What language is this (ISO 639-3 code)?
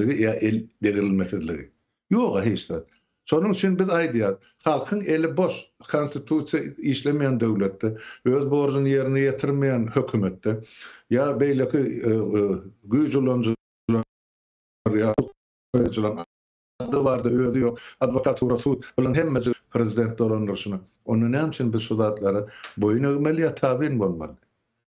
tuk